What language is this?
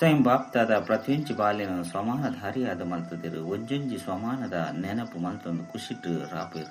Tulu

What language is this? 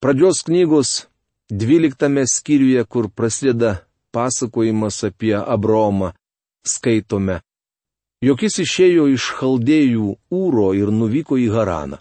Lithuanian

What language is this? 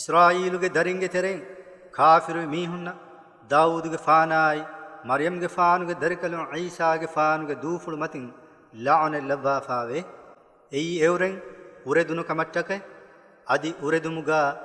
Divehi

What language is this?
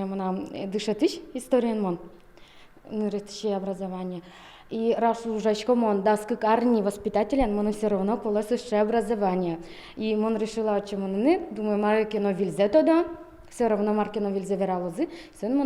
Udmurt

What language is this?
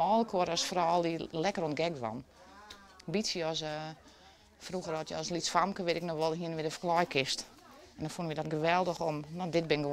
Western Frisian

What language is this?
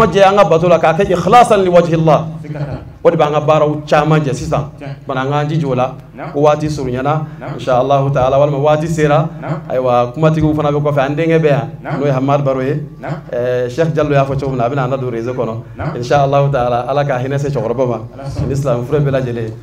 Bambara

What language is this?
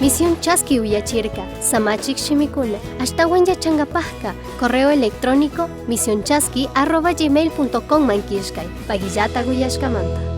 Chimborazo Highland Quichua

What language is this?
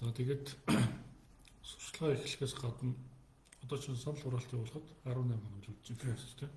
Mongolian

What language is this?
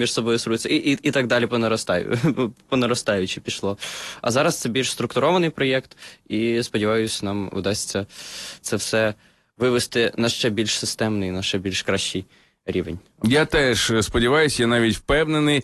Ukrainian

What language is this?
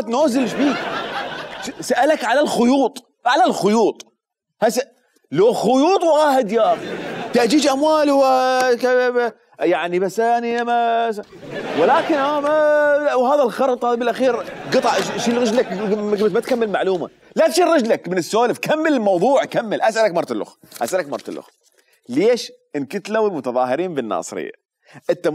Mesopotamian Arabic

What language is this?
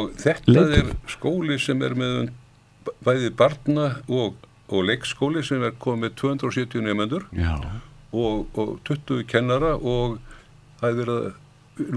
Icelandic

